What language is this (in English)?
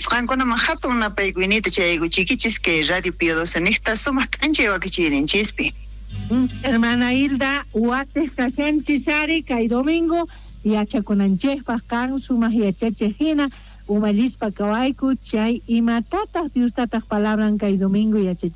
South Bolivian Quechua